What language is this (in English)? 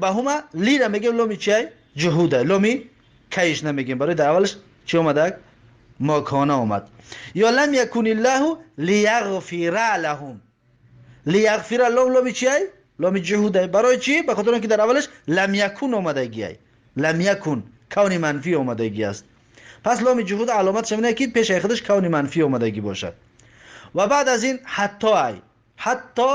Tajik